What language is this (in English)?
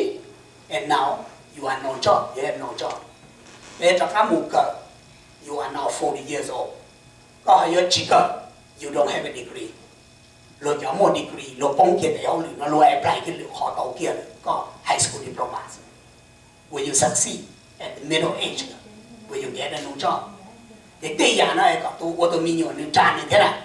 Hmong